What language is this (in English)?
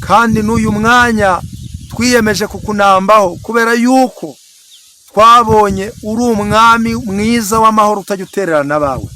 Kinyarwanda